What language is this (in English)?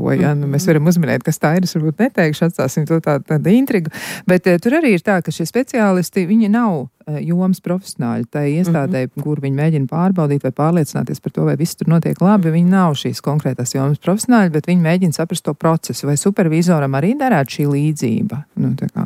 Latvian